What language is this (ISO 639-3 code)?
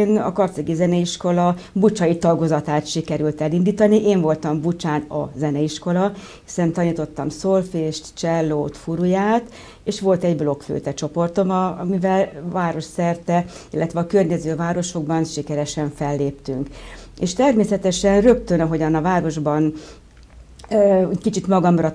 hun